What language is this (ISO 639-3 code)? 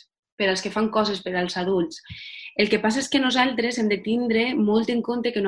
cat